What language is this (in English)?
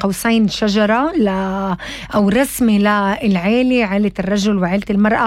North Levantine Arabic